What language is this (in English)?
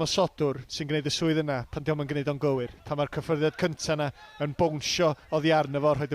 Welsh